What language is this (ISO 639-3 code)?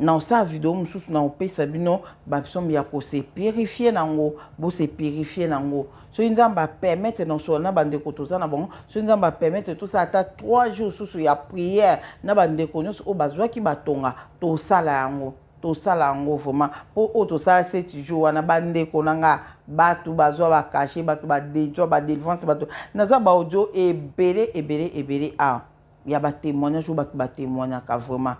lin